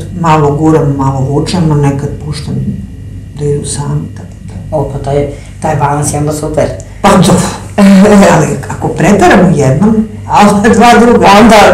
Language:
Serbian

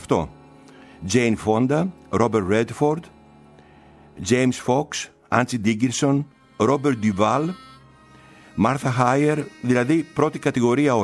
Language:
Greek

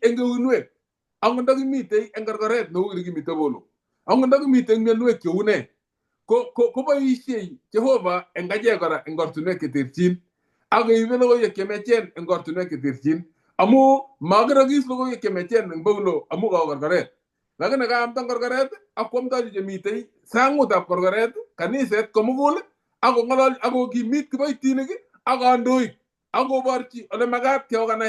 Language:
Kalenjin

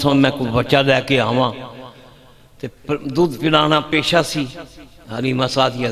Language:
Western Panjabi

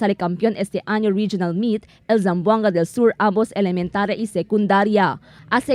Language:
Chavacano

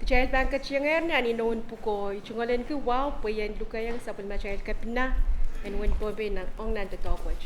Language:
Pohnpeian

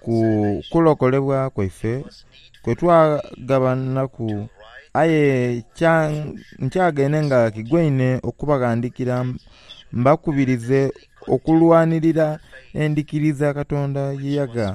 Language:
Soga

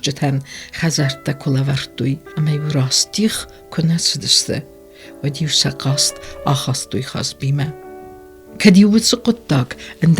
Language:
Ossetic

